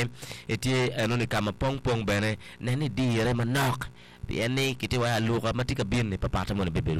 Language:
Acoli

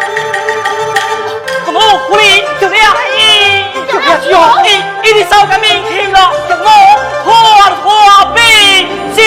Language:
Pu-Xian Chinese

